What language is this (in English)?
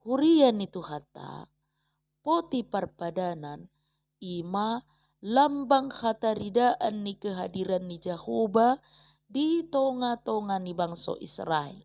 Batak Toba